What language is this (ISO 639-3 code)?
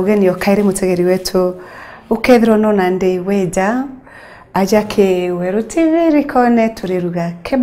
mer